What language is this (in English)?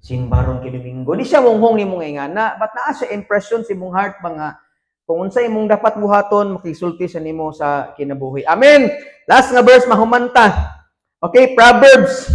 Cebuano